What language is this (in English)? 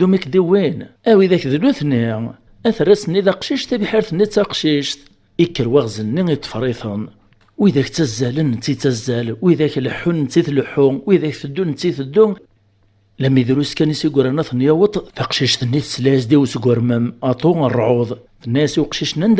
Kabyle